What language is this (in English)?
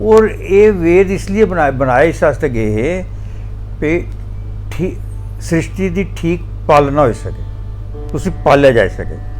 Dogri